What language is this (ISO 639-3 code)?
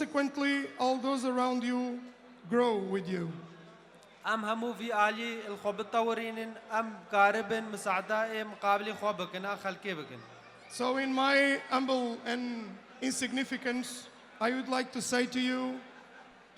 kur